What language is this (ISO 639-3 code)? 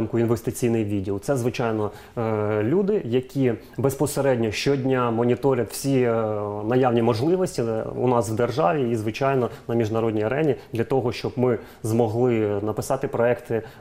ukr